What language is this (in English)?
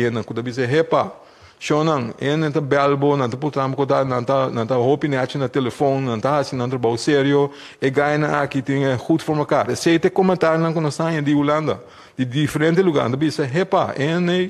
Papiamento